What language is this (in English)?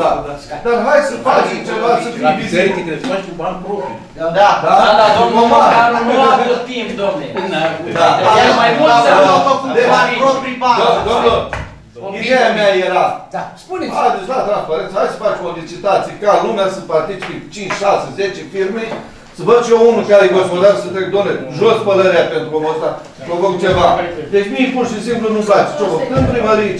Romanian